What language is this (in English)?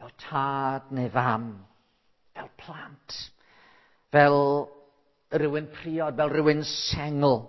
Welsh